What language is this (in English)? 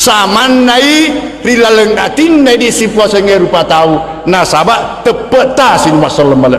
Buginese